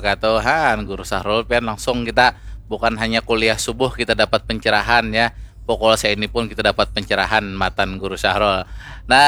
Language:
Banjar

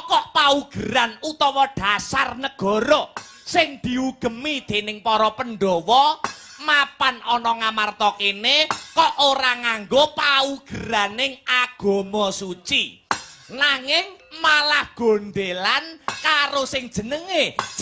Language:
Javanese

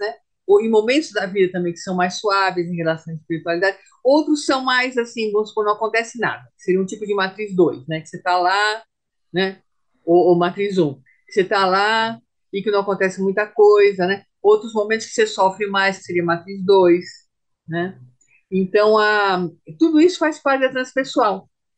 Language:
Portuguese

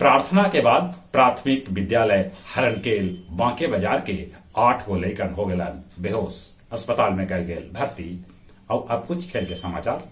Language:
Magahi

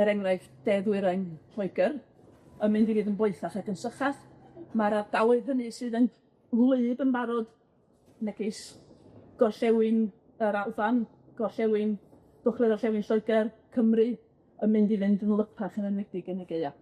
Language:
Welsh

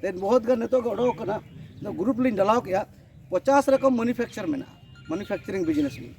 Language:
Santali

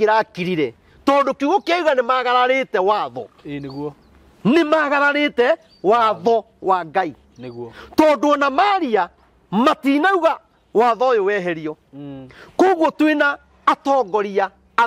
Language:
Kikuyu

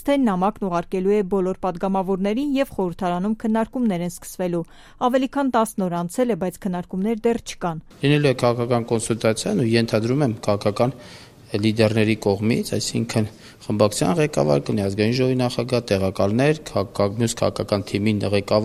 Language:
Armenian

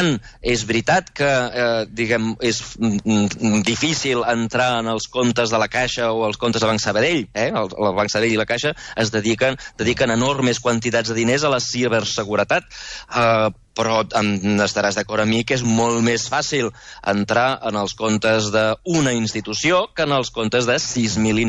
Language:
Catalan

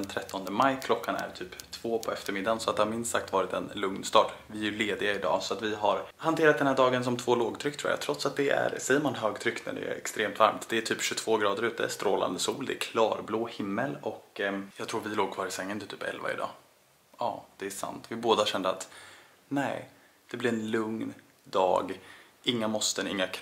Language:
Swedish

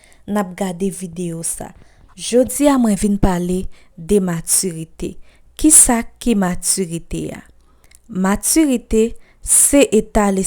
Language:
Haitian Creole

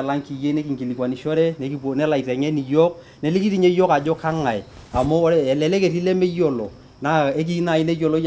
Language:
Masai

